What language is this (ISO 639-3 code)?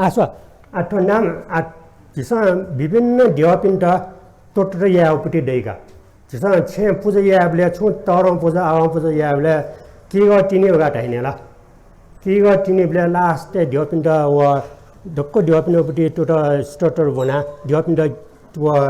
new